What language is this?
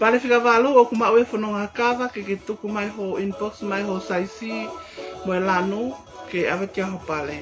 Tongan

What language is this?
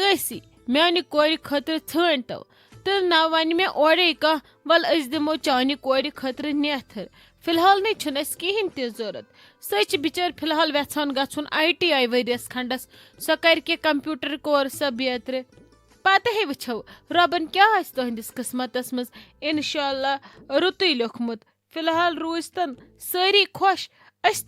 Kashmiri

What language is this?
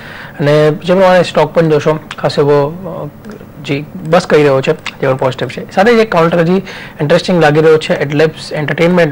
Gujarati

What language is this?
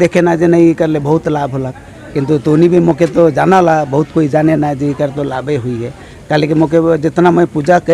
Sadri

